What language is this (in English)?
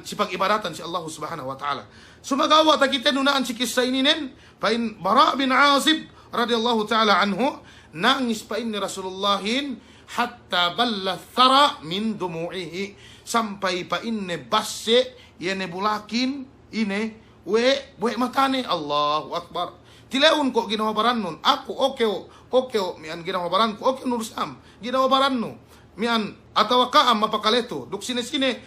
Yakan